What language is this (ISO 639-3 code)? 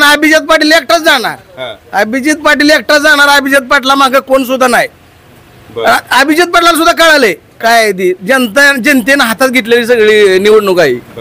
mar